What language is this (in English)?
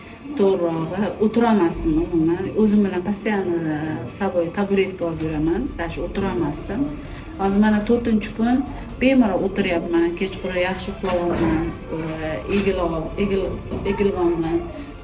Uzbek